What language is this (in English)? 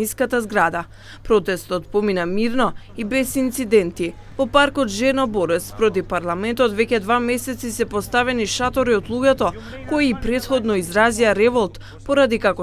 Macedonian